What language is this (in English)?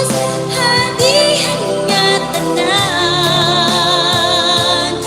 Waray